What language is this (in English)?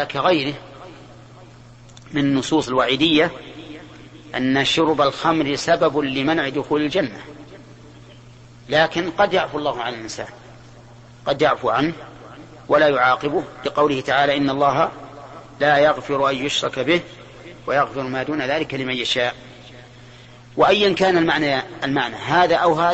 Arabic